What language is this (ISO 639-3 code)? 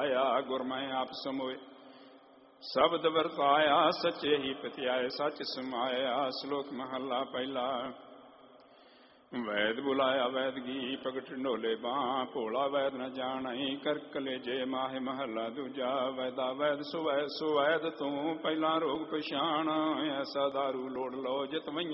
pan